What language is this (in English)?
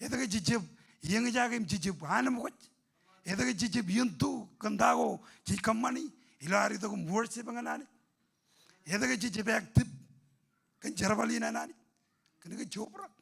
Marshallese